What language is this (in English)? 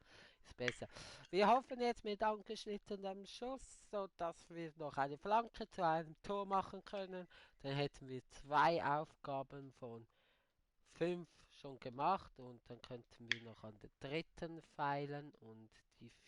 Swiss German